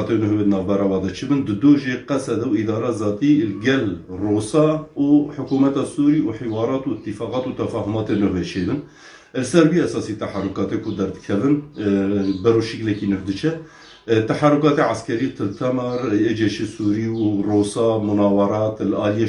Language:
Kurdish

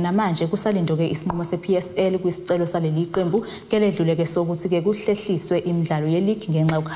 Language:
Zulu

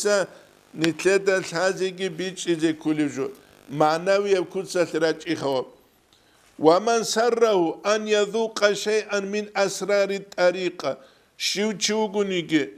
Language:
Avaric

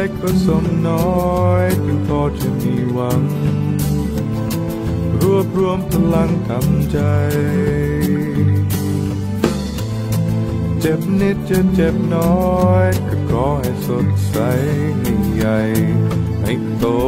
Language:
Thai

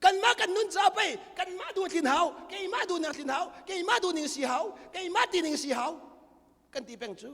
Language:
Hakha Chin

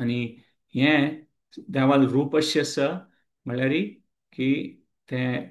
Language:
Konkani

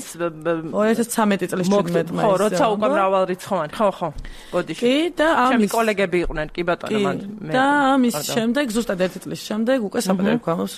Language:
Georgian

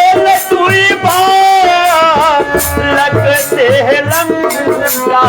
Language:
Maithili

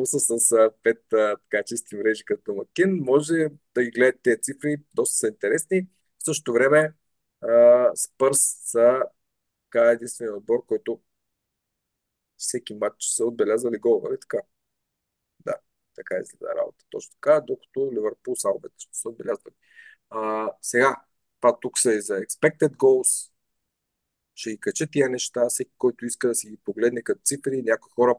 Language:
Bulgarian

